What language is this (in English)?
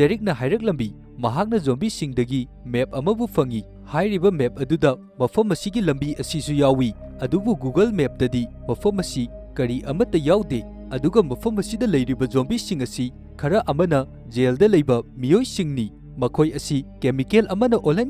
Manipuri